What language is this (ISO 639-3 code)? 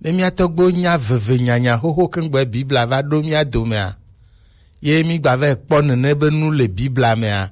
gej